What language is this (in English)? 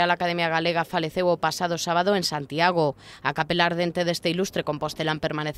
Galician